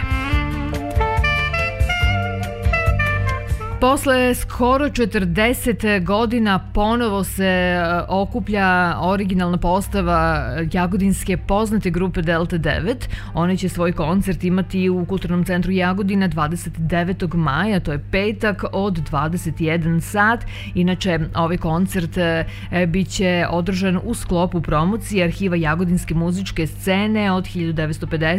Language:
Serbian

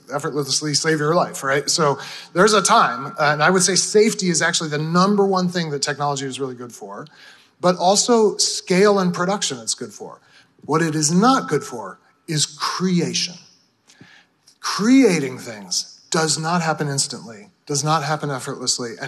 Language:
English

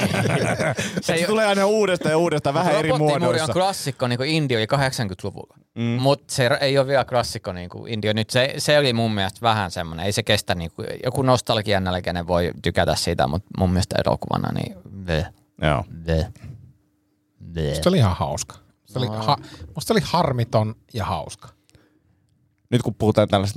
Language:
Finnish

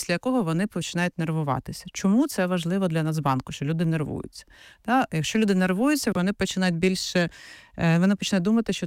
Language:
Ukrainian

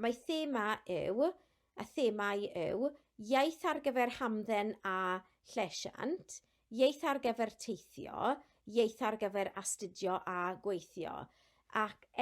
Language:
Welsh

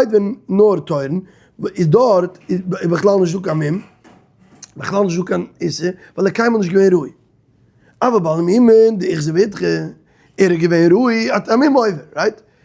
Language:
Yiddish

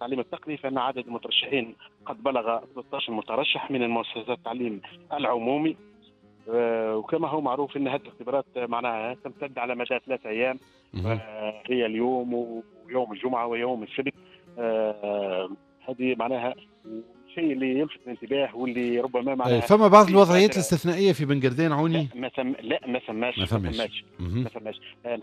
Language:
Tunisian Arabic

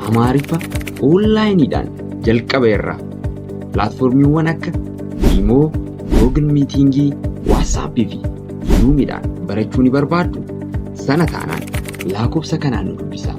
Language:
Oromo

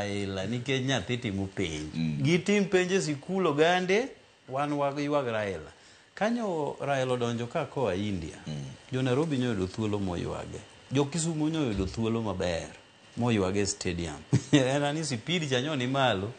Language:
Luo (Kenya and Tanzania)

